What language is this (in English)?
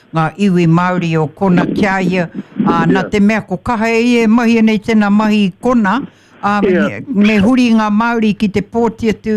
Māori